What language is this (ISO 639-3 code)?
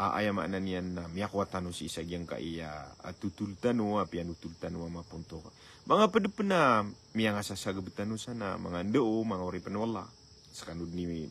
mrw